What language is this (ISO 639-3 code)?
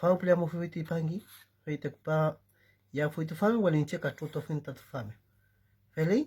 arn